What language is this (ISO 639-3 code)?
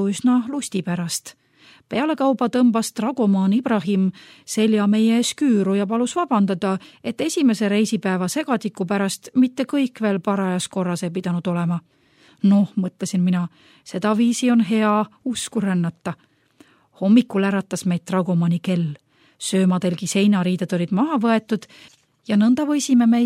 est